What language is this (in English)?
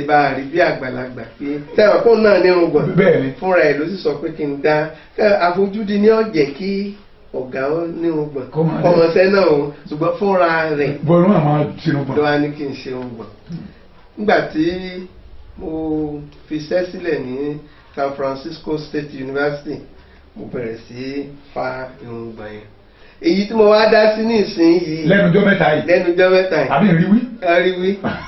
Yoruba